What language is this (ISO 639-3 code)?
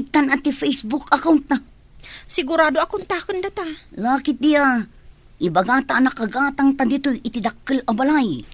ilo